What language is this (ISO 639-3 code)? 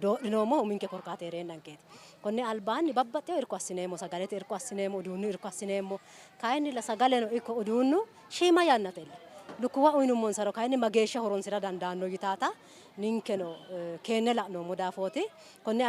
sid